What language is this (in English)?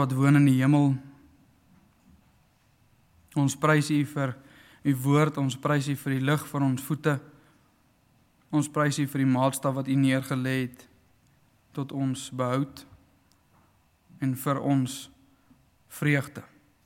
Afrikaans